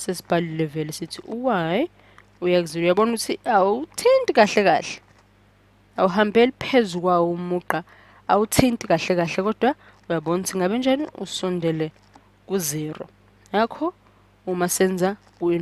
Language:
Zulu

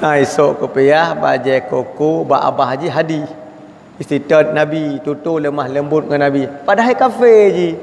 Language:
Achinese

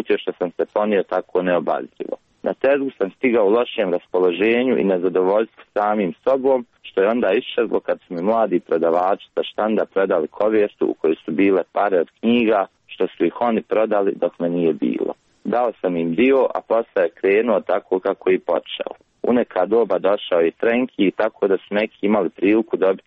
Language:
Serbian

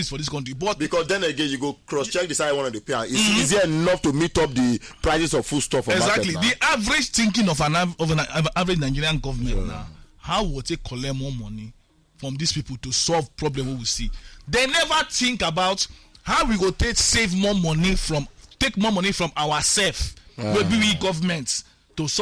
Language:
Nigerian Pidgin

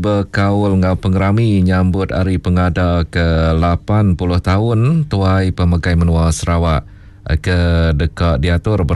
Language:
Iban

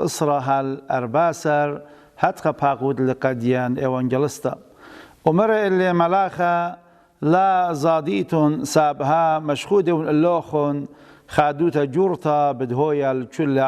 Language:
Assyrian Neo-Aramaic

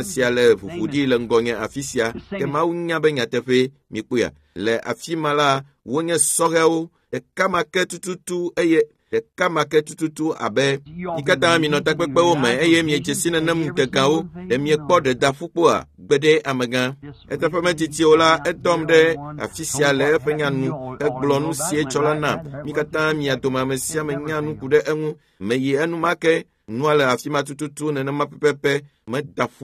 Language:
Ewe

